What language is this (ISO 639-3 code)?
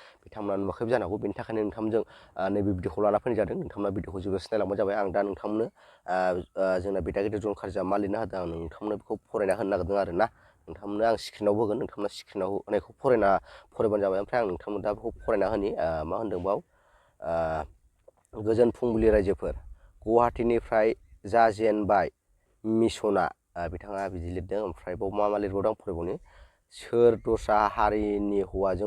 brx